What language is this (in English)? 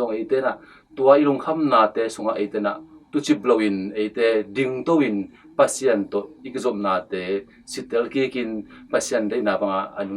Tedim Chin